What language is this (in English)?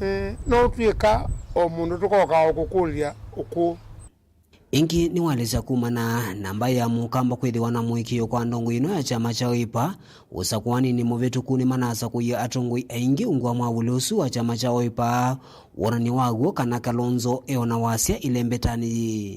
Kamba